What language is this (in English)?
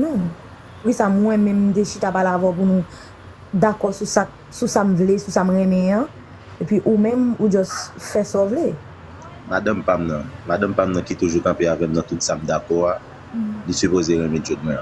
Haitian Creole